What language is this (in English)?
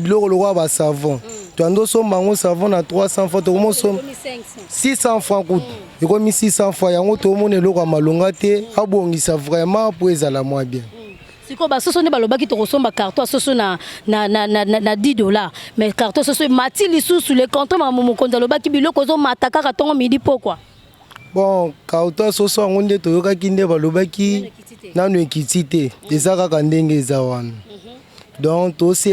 Lingala